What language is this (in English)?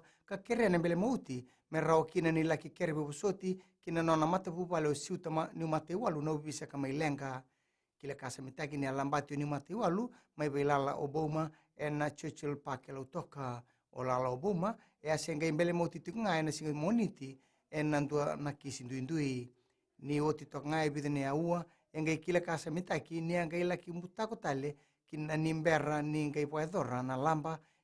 Fijian